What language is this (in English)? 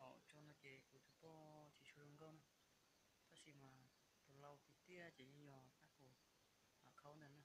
Hmong